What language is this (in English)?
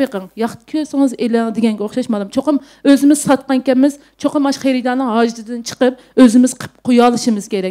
Uyghur